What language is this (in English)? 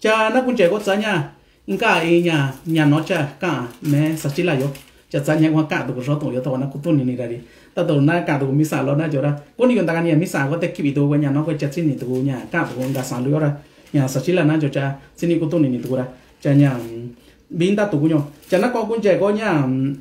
Mixtepec Mixtec